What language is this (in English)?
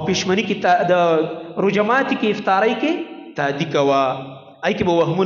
Pashto